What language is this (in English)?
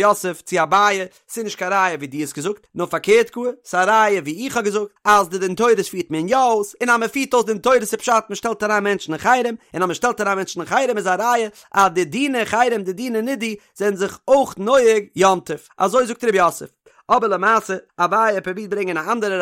Yiddish